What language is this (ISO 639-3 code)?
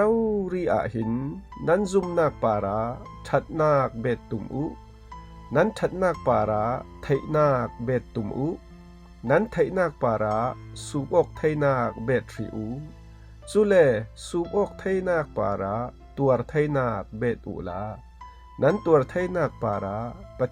cfm